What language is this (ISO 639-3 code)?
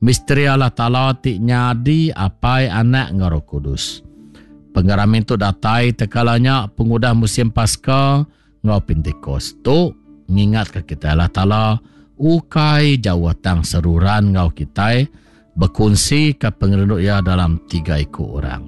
iba